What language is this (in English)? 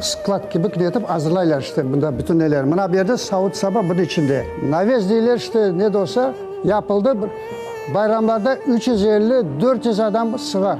Crimean Tatar